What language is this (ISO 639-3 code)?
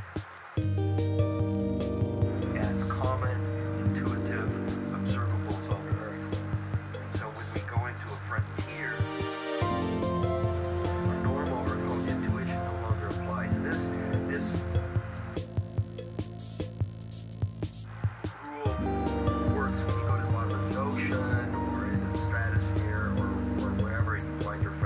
eng